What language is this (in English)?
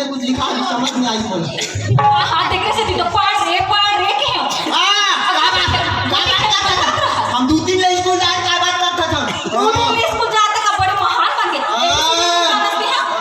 Chhattisgarhi